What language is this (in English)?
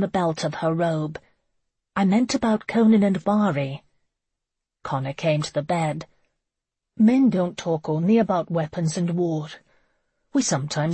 English